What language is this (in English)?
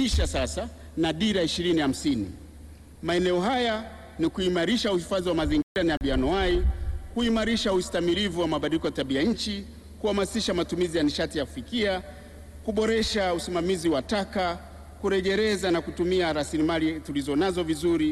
Swahili